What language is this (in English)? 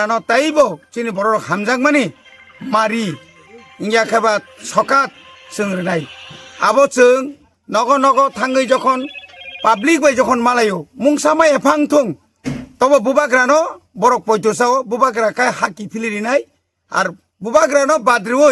Kok Borok